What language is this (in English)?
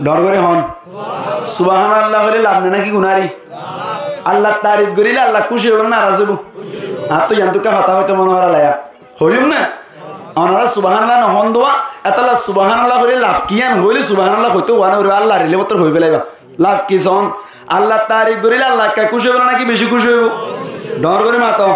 Rohingya